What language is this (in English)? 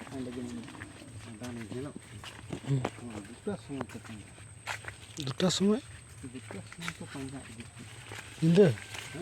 Santali